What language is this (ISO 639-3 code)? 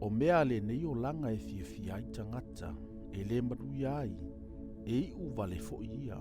smo